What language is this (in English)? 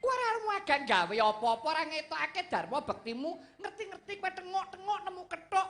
Javanese